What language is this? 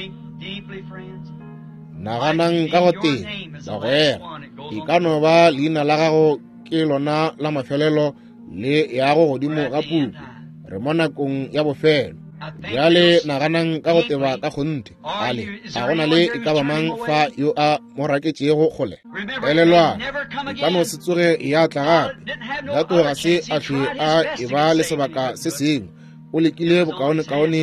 Northern Sotho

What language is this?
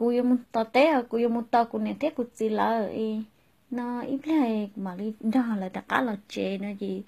Hmong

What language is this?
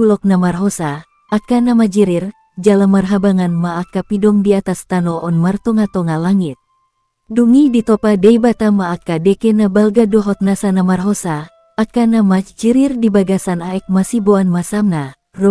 Batak Toba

